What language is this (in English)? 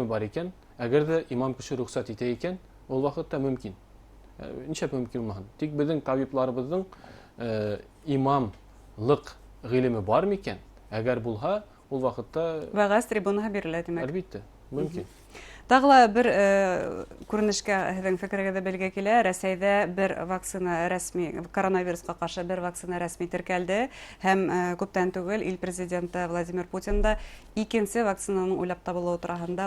Bashkir